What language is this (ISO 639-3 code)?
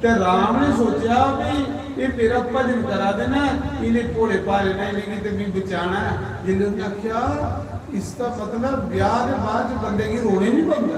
doi